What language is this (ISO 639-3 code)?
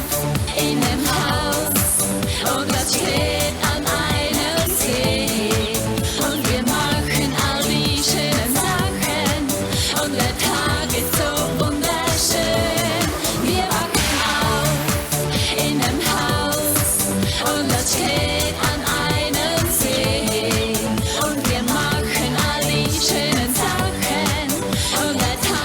gsw